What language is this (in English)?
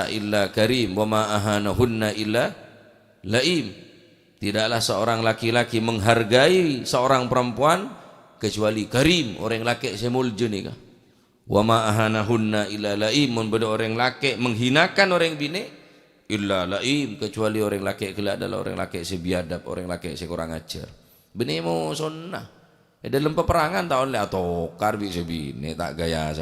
Madurese